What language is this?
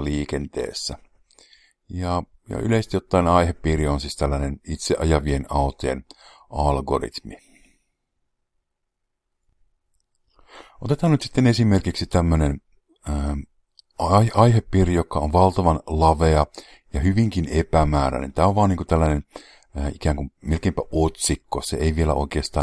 Finnish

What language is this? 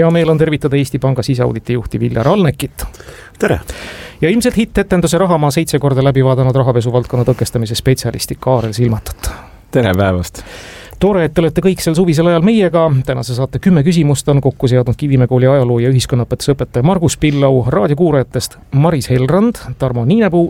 Estonian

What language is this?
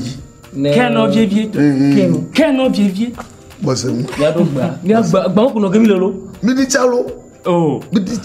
Ewe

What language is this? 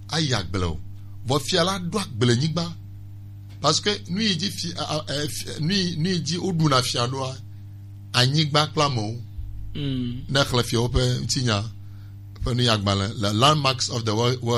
Gen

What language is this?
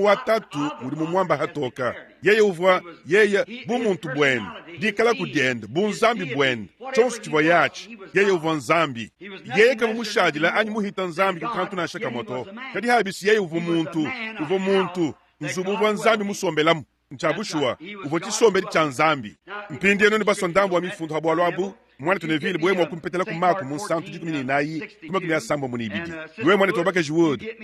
Luba-Lulua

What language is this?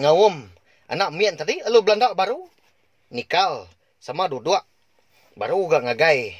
Iban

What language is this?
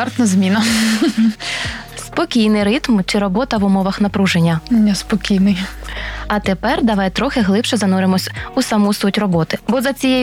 Ukrainian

